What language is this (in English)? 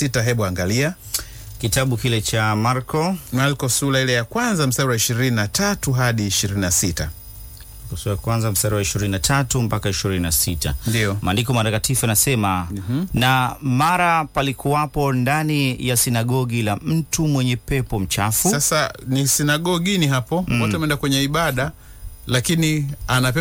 Swahili